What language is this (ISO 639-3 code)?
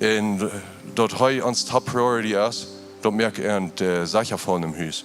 pdt